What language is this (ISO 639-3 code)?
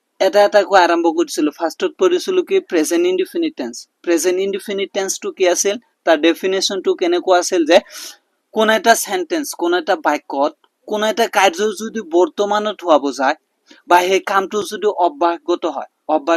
asm